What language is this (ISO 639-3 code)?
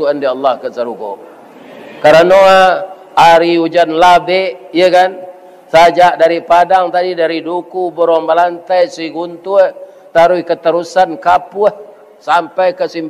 min